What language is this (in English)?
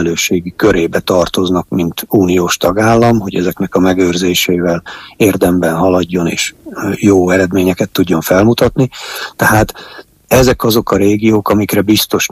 Hungarian